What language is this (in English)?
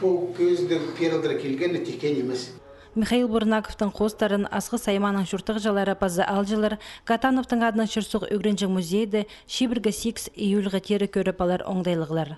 Khakas